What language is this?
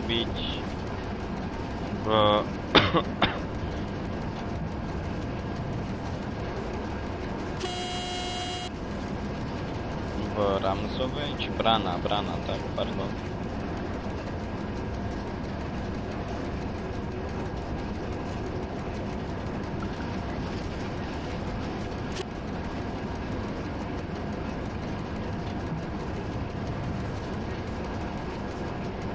Slovak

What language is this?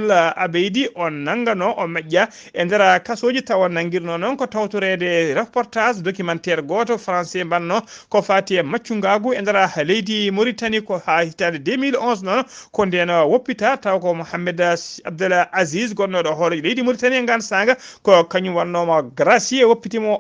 Fula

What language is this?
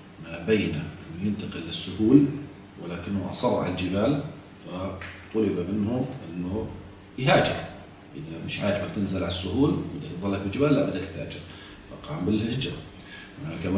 South Levantine Arabic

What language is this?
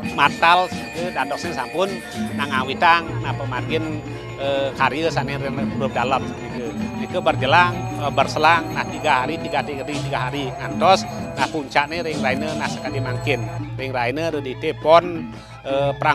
Balinese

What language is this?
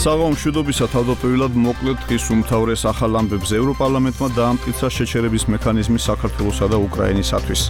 Georgian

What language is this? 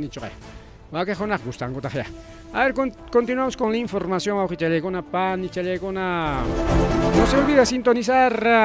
Ayacucho Quechua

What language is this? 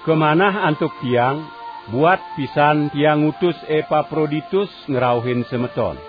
Balinese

